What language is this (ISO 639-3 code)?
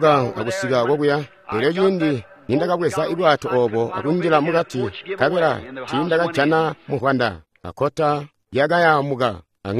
toi